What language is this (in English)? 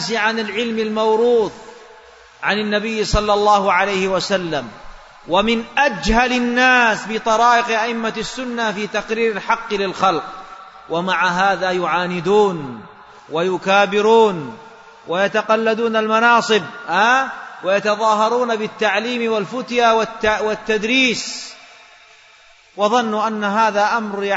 Arabic